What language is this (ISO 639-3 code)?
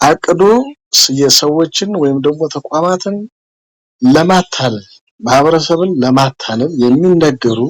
amh